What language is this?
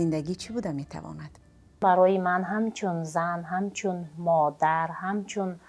Tajik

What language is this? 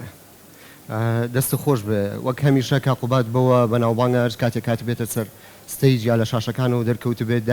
Central Kurdish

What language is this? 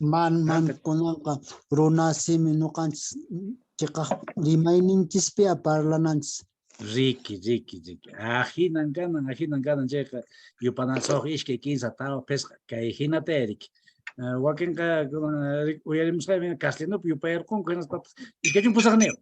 Quechua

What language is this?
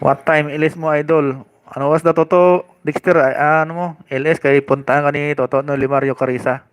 Hiligaynon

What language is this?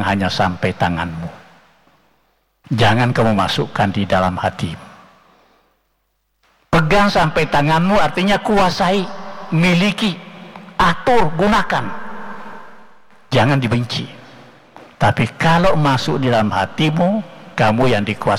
Indonesian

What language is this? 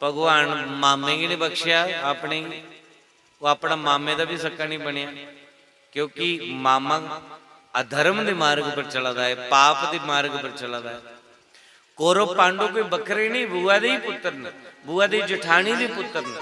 Dogri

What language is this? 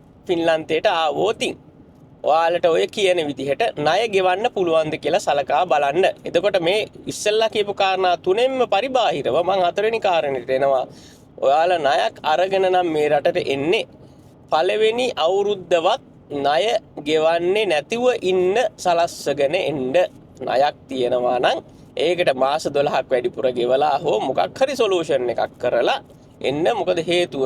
Sinhala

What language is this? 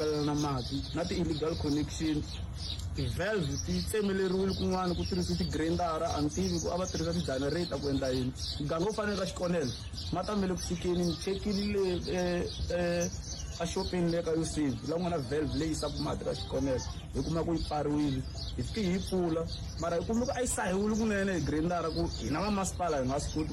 Tsonga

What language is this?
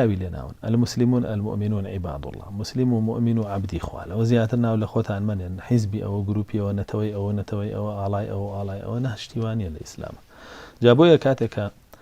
Central Kurdish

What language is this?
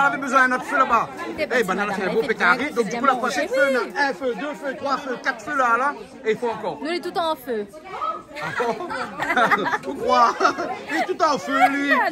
Réunion Creole French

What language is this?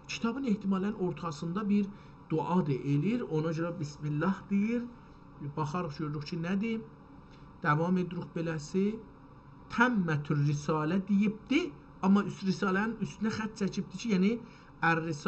South Azerbaijani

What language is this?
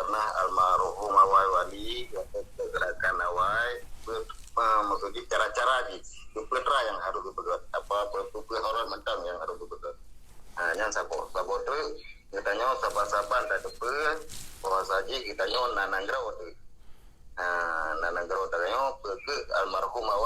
Achinese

